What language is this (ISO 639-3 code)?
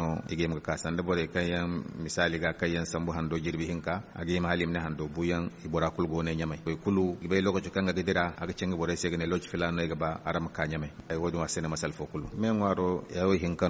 dje